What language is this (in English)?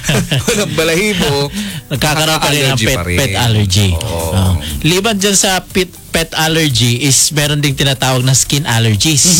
Filipino